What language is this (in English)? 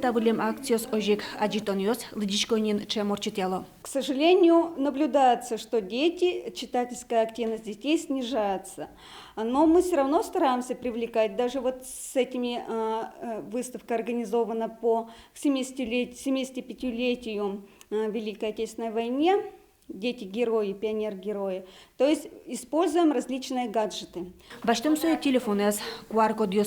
Udmurt